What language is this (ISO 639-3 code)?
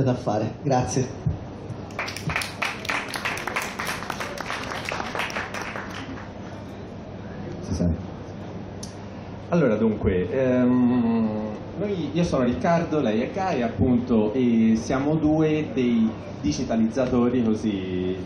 ita